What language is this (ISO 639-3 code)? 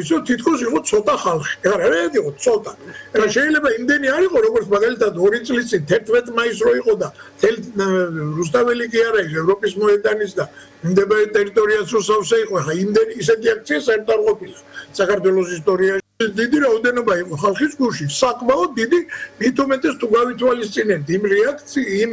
kat